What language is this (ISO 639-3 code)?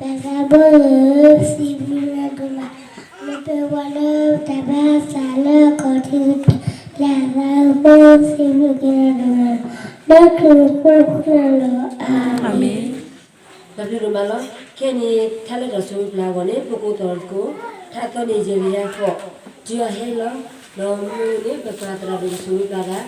ksw